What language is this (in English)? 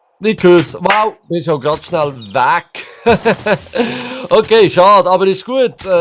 Swiss German